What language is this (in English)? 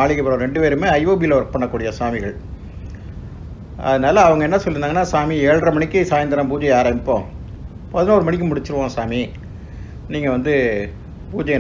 Tamil